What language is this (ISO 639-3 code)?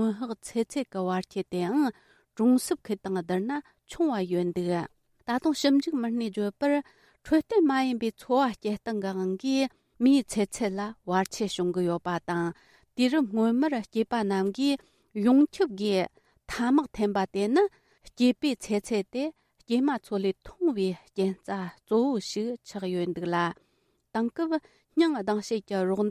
bod